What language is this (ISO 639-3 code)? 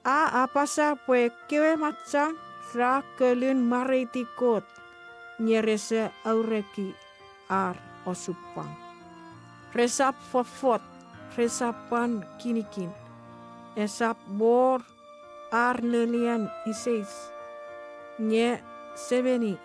chk